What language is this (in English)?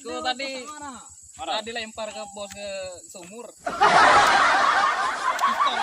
Musi